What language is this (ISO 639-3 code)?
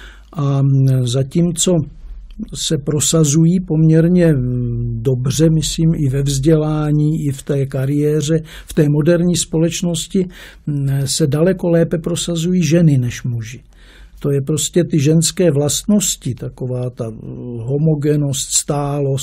ces